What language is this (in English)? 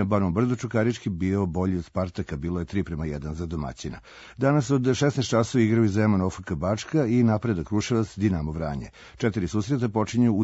Serbian